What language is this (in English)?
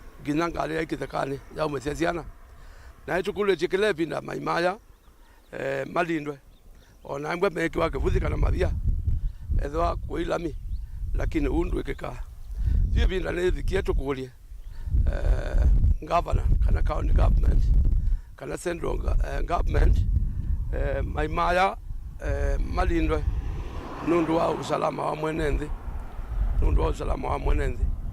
Kamba